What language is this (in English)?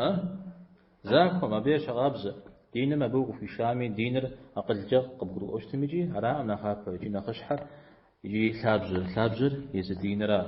Kabardian